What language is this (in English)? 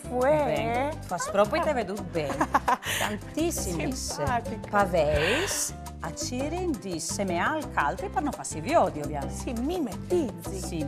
Friulian